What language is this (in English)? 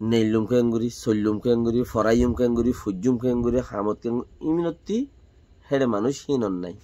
Rohingya